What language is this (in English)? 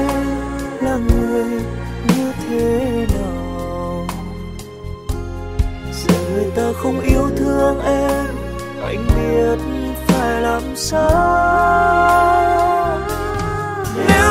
Vietnamese